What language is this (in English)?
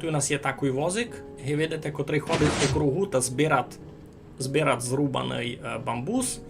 Rusyn